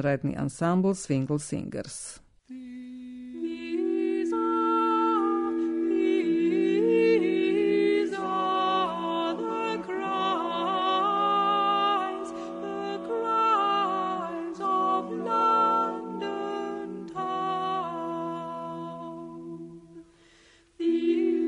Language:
Serbian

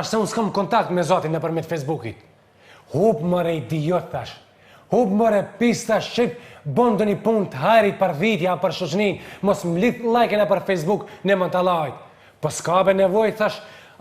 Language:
Albanian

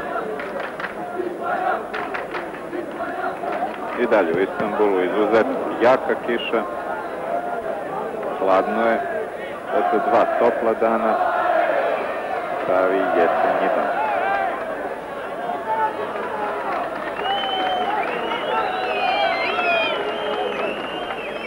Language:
Serbian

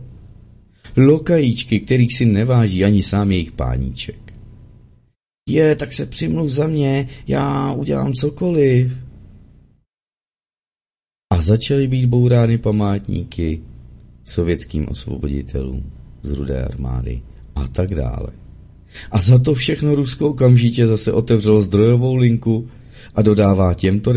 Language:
Czech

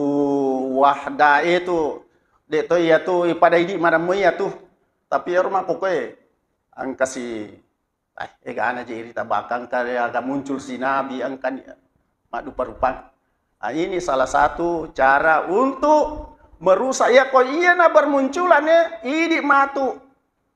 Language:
Buginese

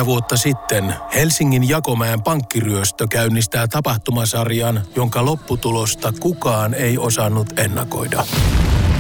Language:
Finnish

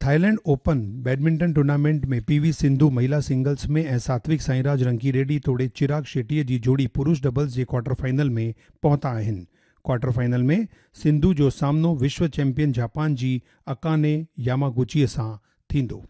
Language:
Sindhi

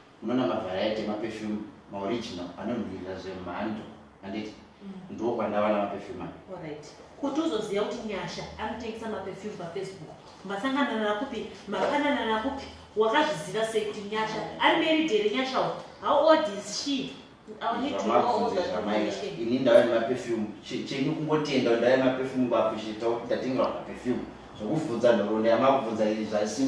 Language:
Shona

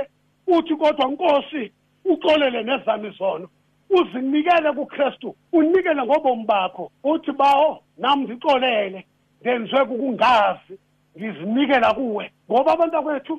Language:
Xhosa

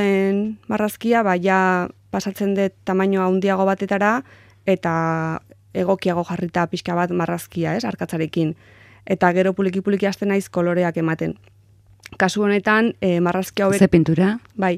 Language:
Basque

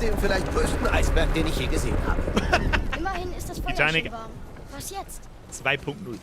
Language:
Bavarian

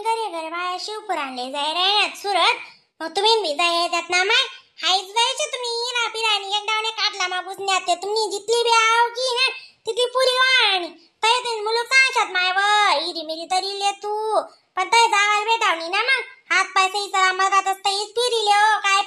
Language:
Khandesi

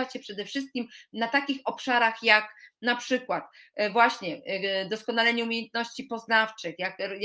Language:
Polish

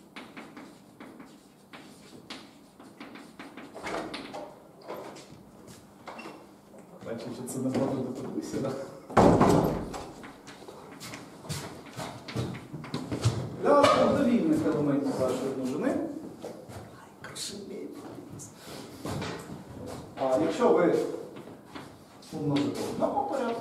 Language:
Ukrainian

